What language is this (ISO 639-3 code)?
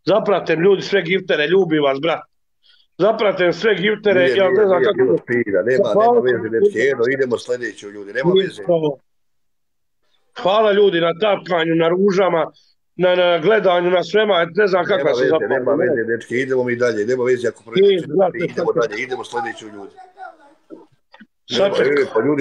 hrv